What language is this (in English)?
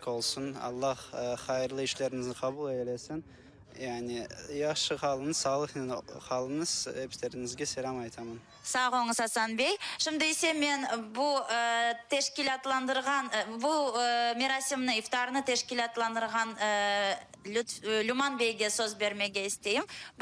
Crimean Tatar